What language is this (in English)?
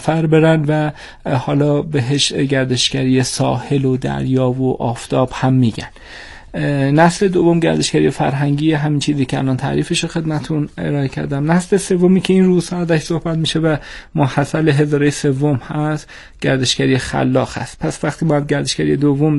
Persian